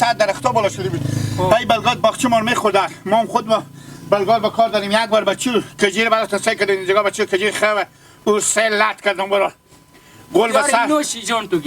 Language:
Hazaragi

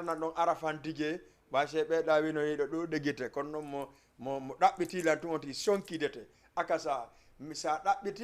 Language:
Fula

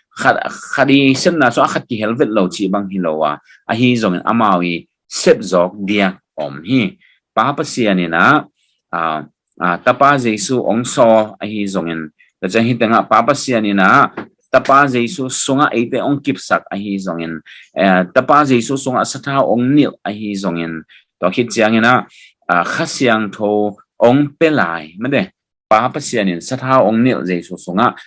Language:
Tedim Chin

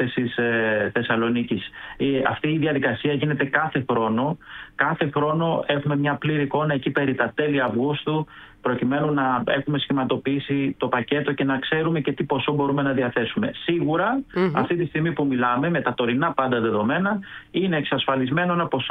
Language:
Greek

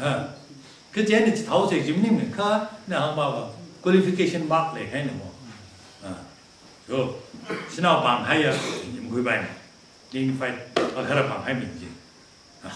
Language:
Tangkhul Naga (India)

